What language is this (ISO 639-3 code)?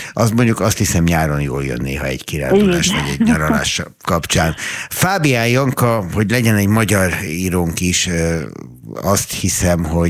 hun